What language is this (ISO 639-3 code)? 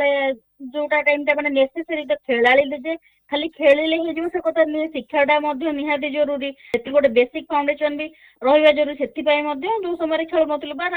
ori